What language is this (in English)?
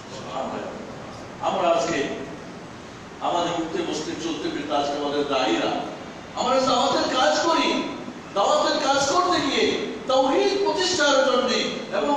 Bangla